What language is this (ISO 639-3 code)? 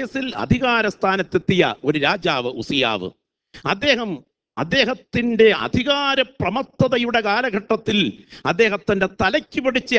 mal